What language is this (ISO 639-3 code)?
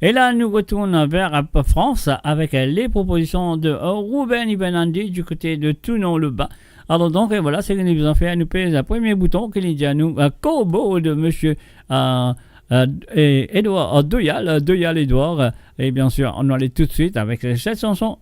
mfe